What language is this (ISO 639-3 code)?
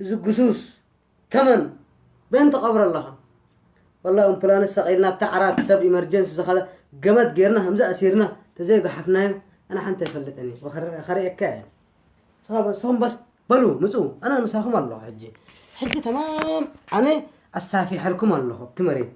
tir